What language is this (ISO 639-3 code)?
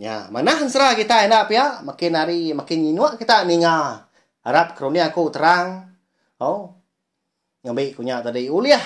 iba